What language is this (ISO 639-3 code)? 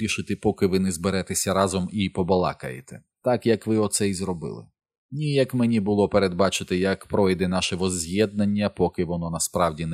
ukr